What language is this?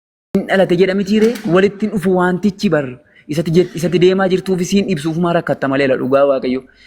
Oromo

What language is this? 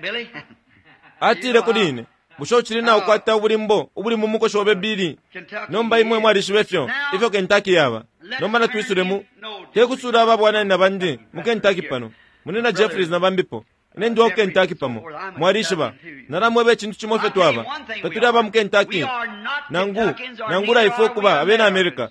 Bemba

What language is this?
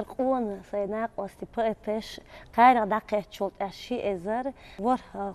Chechen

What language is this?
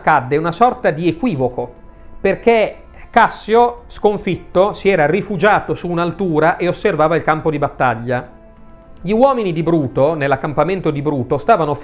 Italian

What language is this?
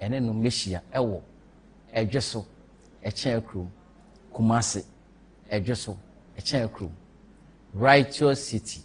Akan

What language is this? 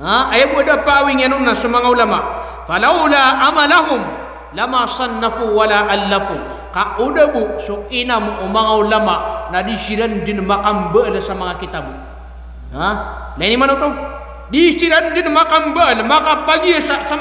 Maranao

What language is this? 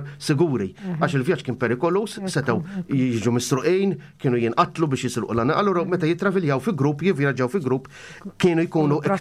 Maltese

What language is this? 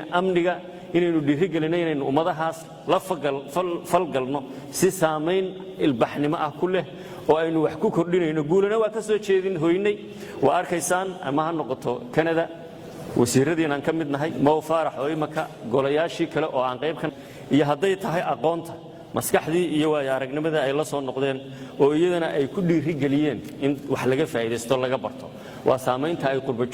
Somali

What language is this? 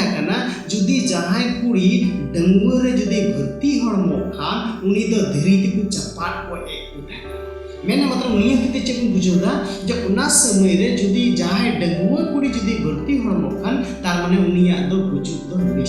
Santali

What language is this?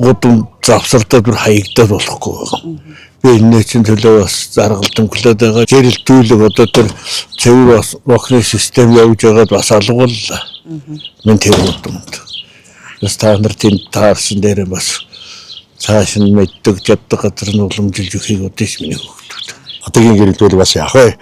Mongolian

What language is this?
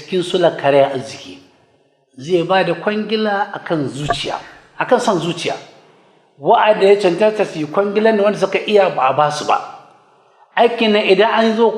Hausa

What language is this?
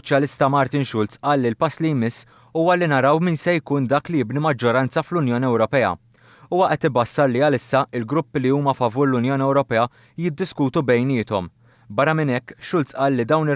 Maltese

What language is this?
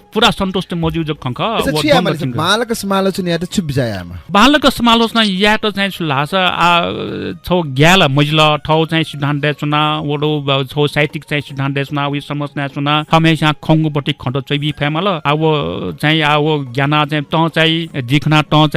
Newari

